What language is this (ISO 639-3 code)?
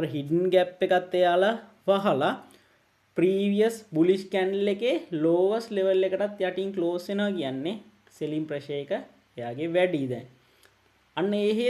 sin